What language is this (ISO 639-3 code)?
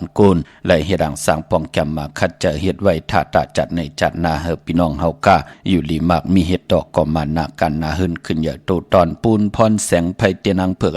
shn